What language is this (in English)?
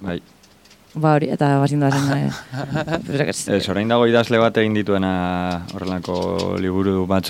Basque